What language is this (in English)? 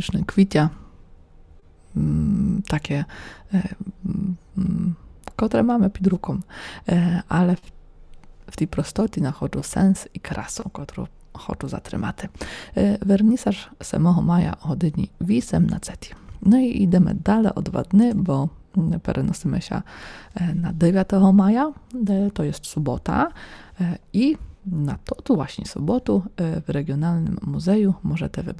Polish